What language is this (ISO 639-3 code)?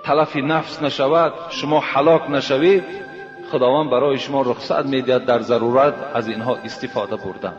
tgk